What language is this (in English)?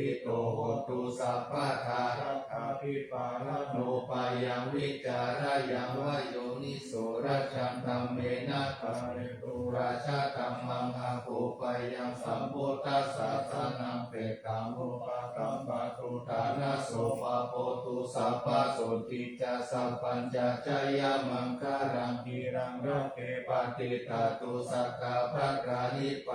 Pali